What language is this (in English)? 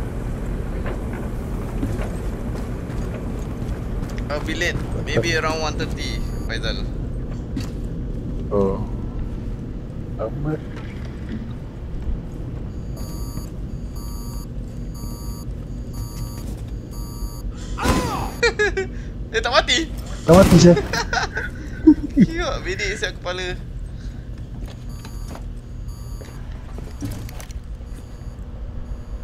Malay